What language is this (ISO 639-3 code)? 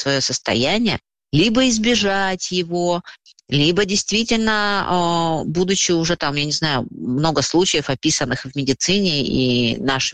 rus